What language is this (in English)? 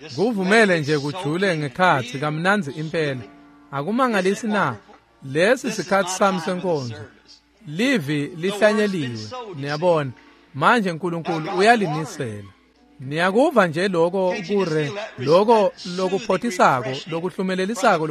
Swati